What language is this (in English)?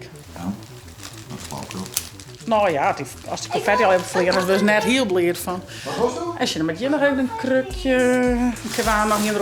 Western Frisian